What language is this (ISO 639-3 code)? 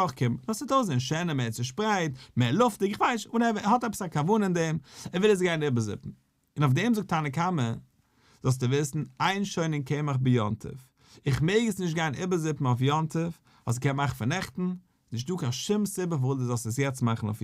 yid